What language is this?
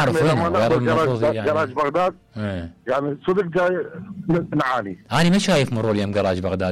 Mesopotamian Arabic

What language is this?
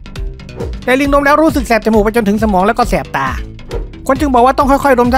Thai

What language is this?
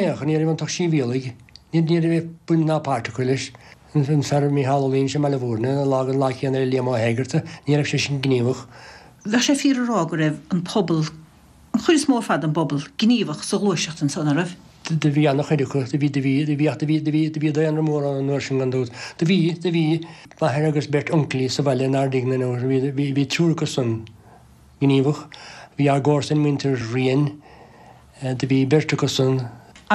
Irish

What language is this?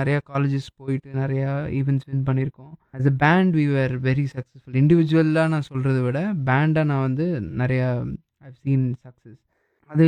Tamil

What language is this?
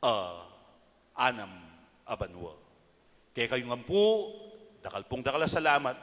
Pampanga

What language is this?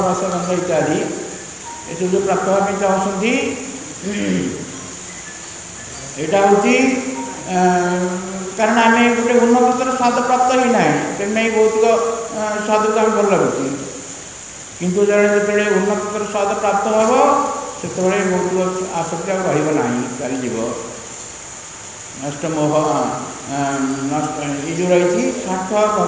Odia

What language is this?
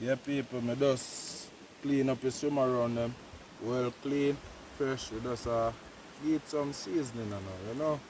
Jamaican Creole English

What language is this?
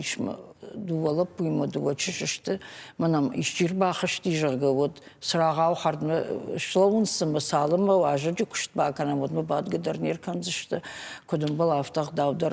Ossetic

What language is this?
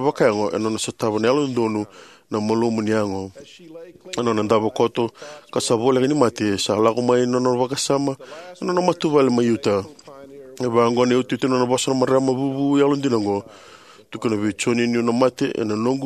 Fijian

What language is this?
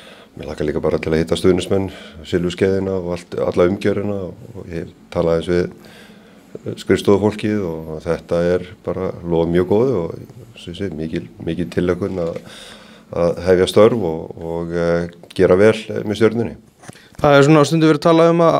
Icelandic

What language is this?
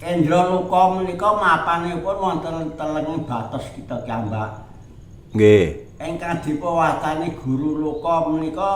Javanese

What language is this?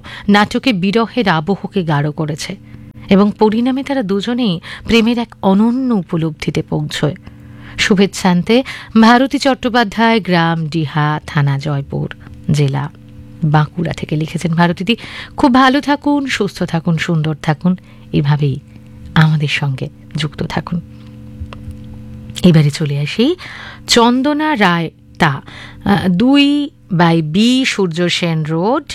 Bangla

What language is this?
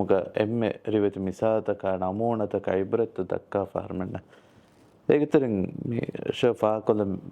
Divehi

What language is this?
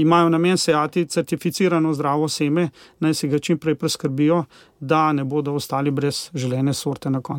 Slovenian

